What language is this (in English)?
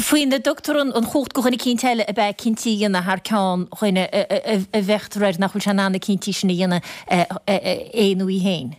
Irish